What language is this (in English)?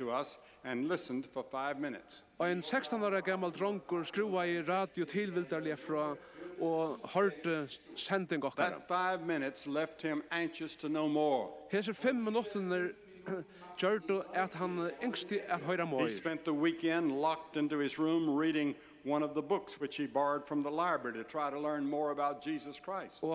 Faroese